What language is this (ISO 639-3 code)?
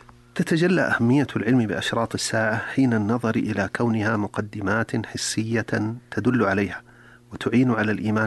ara